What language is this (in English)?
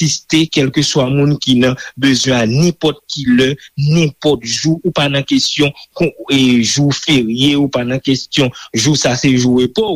Haitian Creole